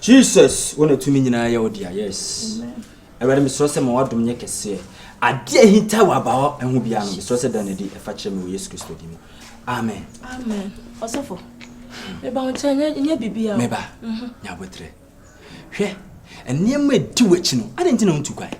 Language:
Akan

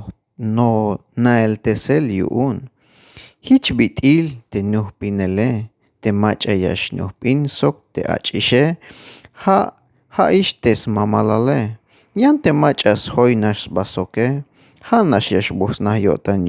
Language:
Tzeltal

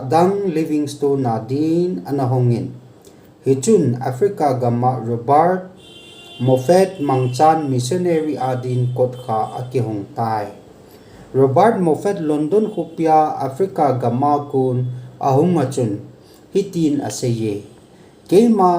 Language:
Thado Chin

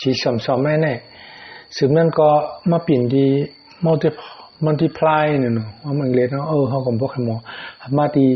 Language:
Shan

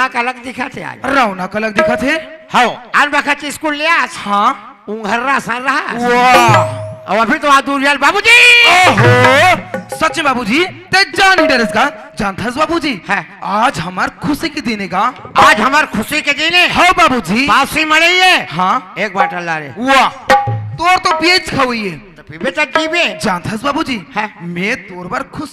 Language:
Chhattisgarhi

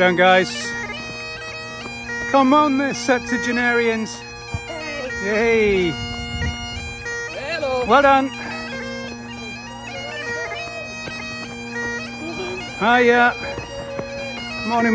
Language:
English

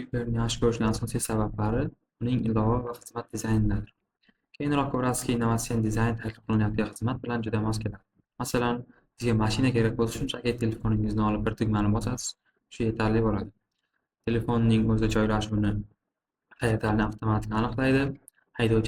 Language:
Uzbek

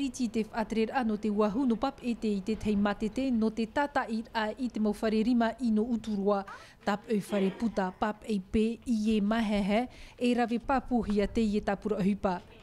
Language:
Tahitian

